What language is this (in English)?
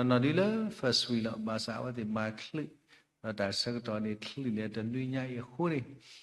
S'gaw Karen